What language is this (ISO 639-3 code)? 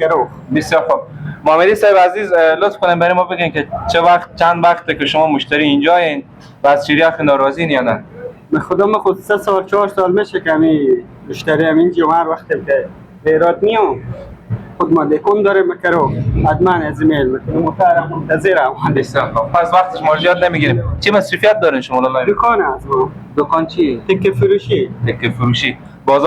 fas